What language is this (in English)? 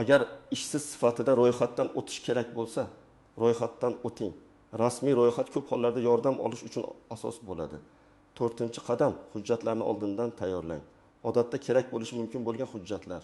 Uzbek